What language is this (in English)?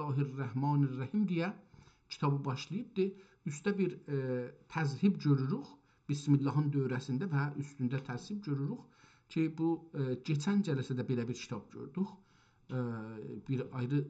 South Azerbaijani